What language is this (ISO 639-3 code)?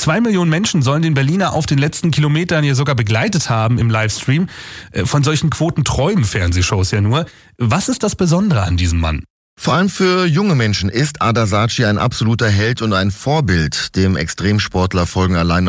deu